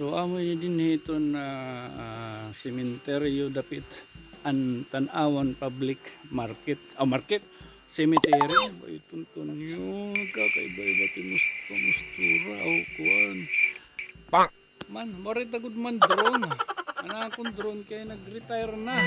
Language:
Waray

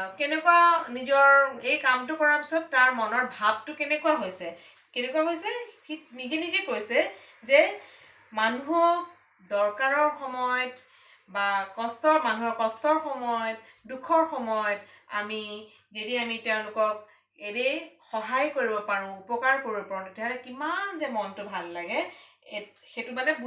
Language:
Assamese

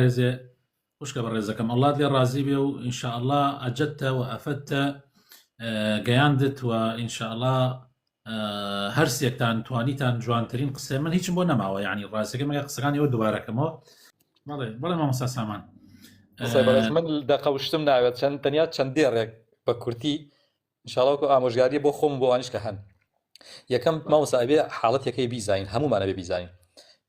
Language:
Central Kurdish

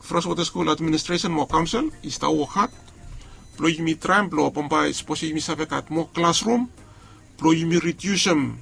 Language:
Bislama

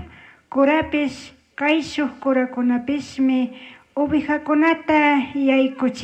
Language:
Chimborazo Highland Quichua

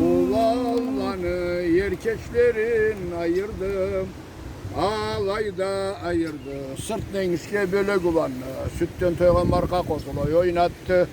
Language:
Karachay-Balkar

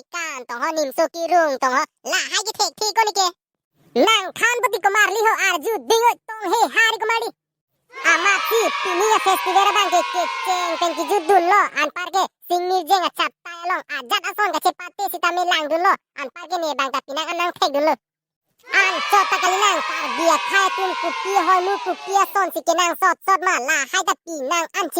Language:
Karbi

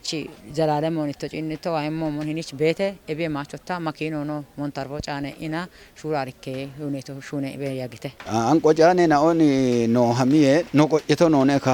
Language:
Kafa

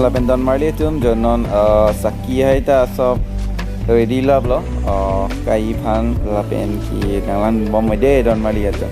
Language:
Karbi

